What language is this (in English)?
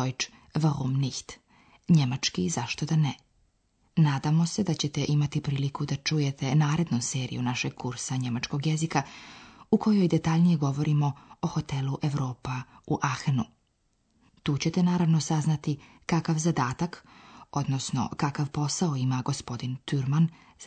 Slovenian